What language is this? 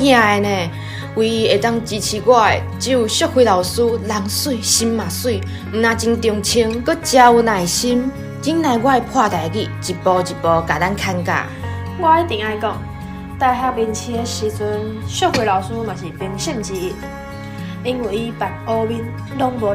Min Nan Chinese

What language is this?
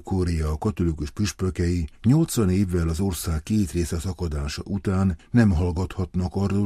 Hungarian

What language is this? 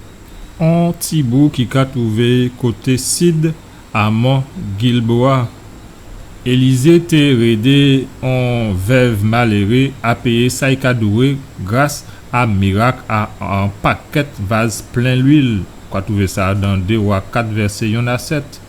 Guadeloupean Creole French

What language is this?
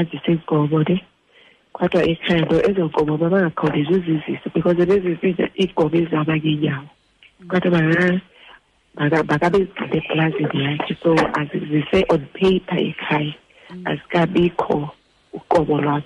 Xhosa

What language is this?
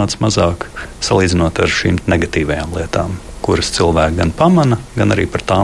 Latvian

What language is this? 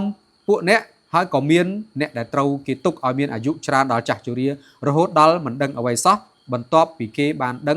Khmer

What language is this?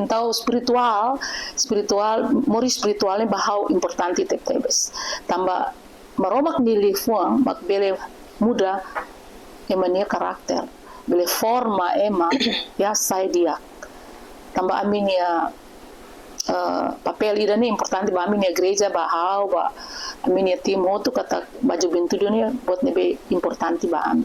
Tetum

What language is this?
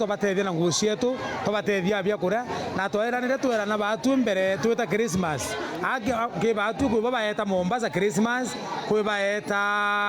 Meru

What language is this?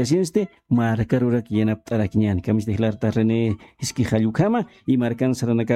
Aymara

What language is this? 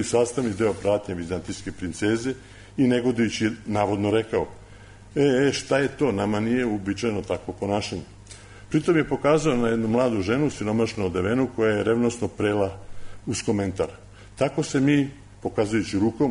Serbian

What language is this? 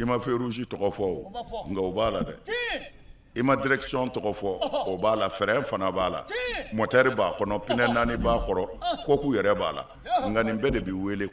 Bambara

